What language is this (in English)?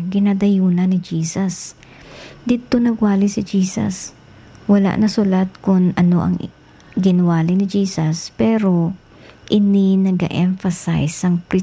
Hiligaynon